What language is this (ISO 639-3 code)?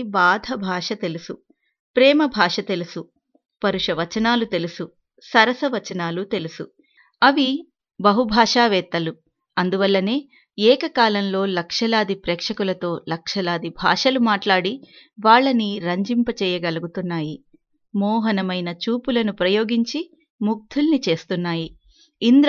tel